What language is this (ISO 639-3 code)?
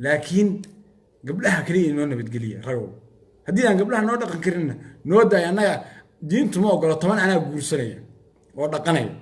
som